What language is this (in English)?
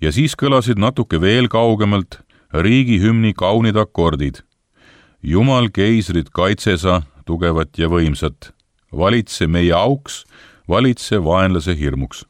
Estonian